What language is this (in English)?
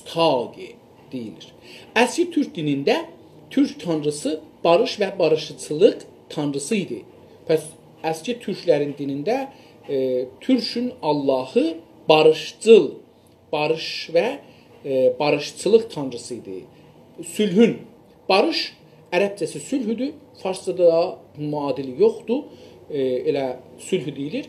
South Azerbaijani